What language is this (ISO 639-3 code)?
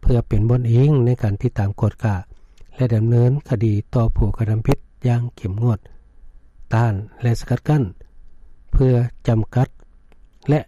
lao